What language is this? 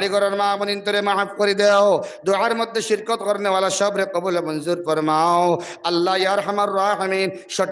Sylheti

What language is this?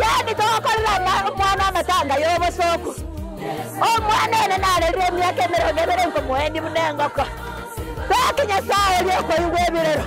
Gusii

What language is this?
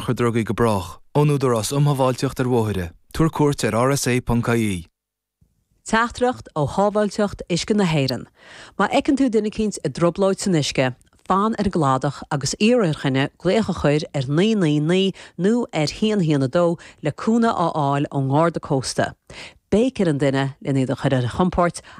Irish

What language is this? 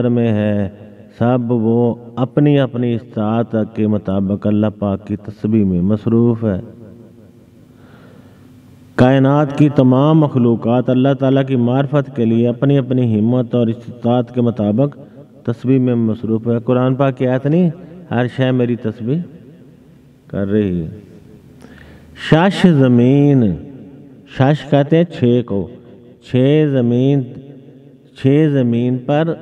Urdu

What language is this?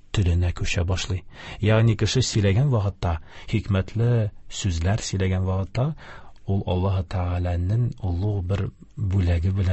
Tatar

